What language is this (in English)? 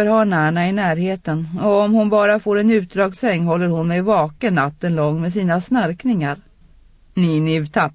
Swedish